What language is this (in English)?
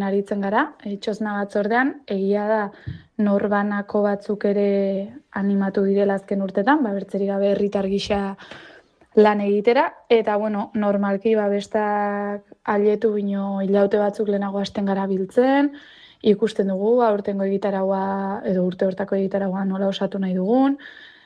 Basque